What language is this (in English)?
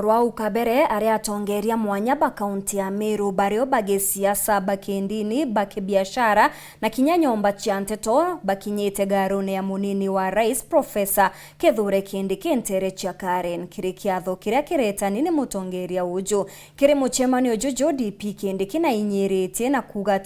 Meru